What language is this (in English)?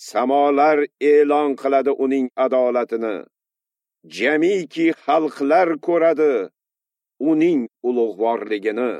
Uzbek